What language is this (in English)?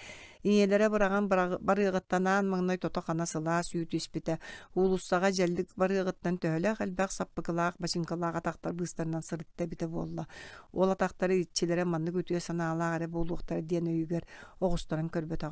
Yakut